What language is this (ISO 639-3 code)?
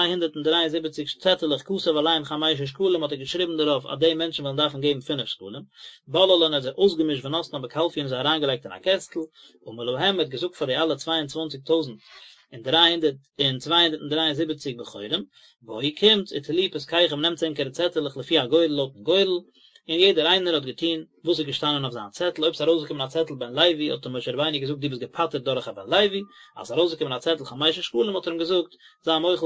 yid